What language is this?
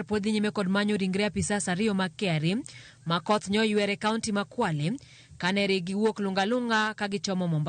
Luo (Kenya and Tanzania)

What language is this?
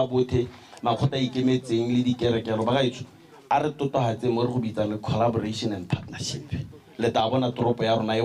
Tswana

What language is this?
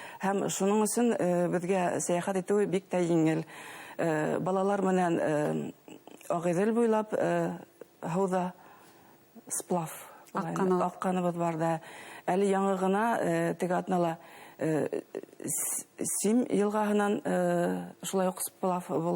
Bashkir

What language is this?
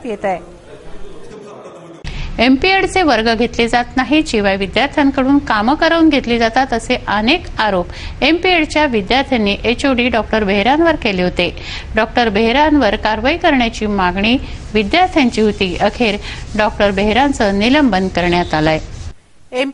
Marathi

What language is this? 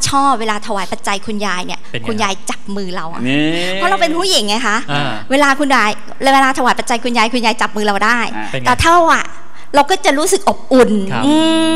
Thai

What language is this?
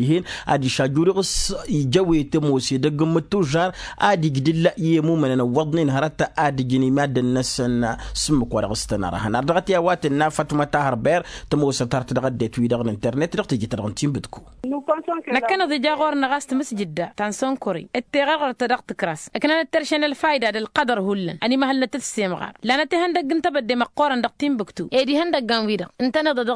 Tamasheq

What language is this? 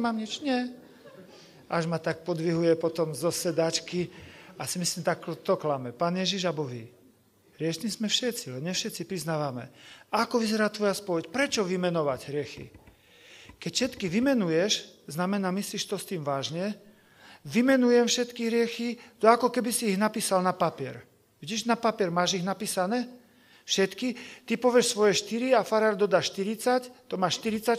Slovak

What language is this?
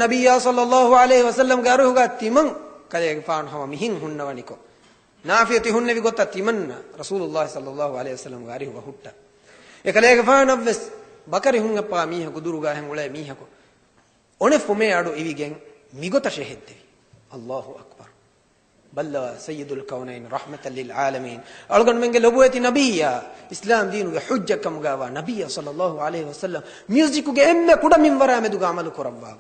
Divehi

